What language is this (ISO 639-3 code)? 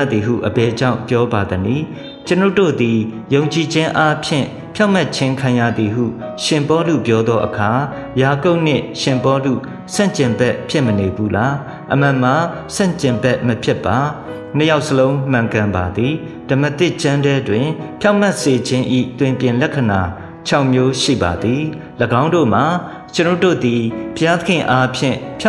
mya